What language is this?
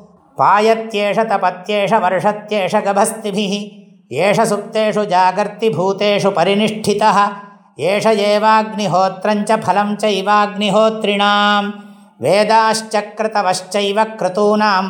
Sanskrit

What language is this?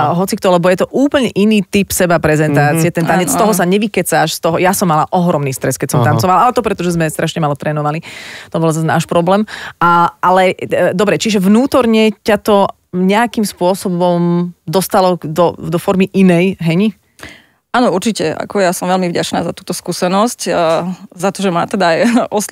Slovak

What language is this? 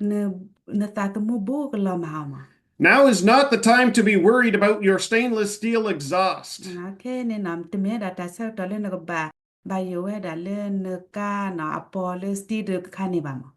S'gaw Karen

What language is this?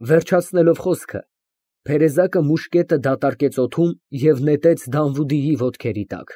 Armenian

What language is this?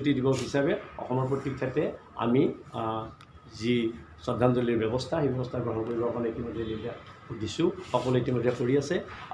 Assamese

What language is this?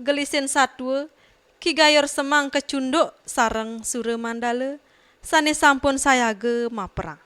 Balinese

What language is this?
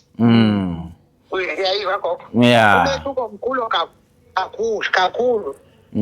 Zulu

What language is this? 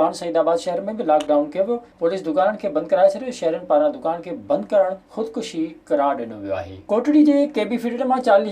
Sindhi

